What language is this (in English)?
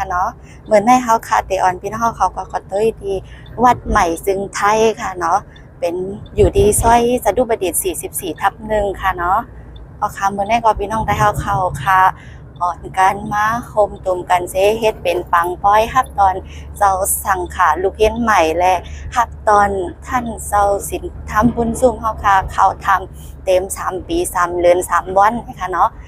Shan